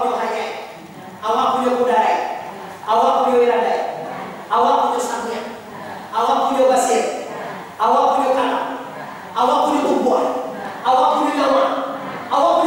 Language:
Minangkabau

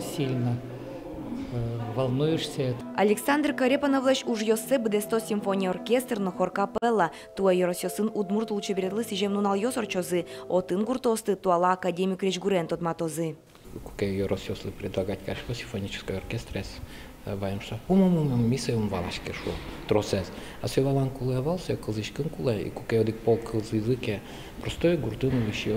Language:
Udmurt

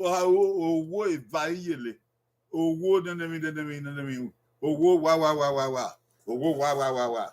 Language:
Bini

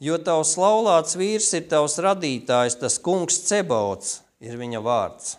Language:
Latvian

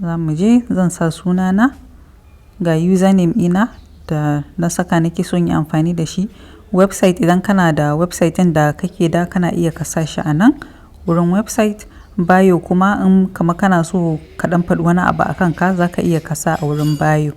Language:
Hausa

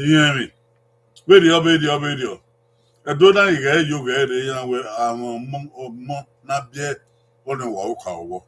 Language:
Bini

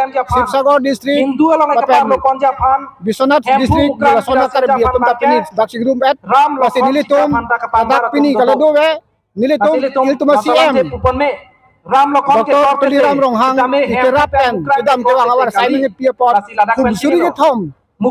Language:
Karbi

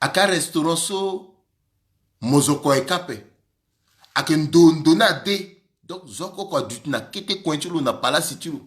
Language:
Sango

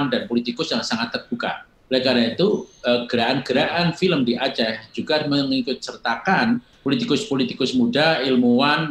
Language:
Indonesian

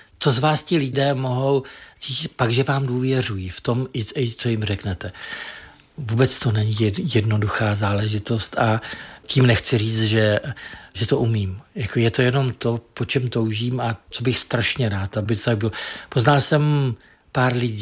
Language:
Czech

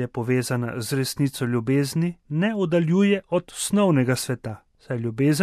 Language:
Slovenian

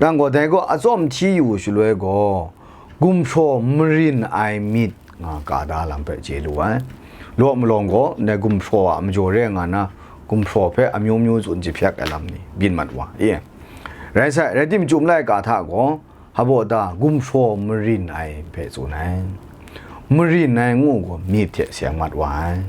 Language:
Kachin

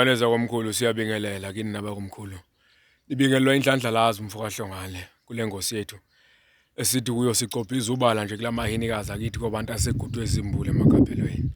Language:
Zulu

